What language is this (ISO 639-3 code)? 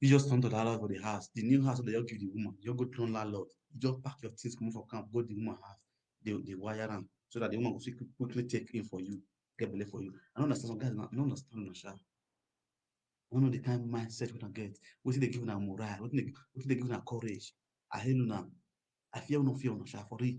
pcm